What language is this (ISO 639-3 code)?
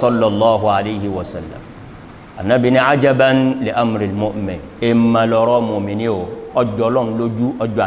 yor